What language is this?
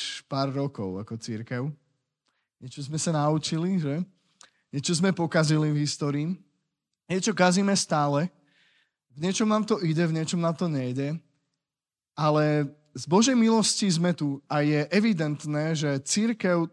Slovak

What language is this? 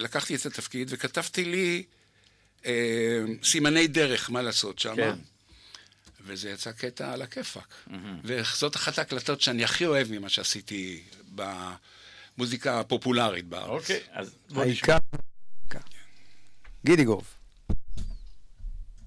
Hebrew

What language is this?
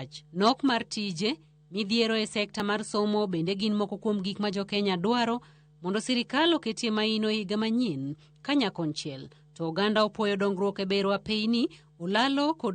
Luo (Kenya and Tanzania)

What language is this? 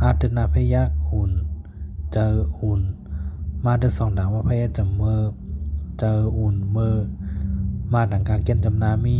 Shan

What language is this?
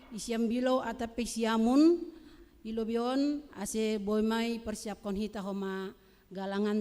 Batak Simalungun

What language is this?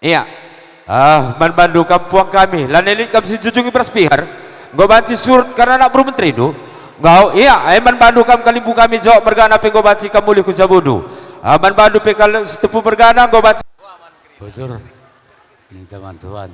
Batak Karo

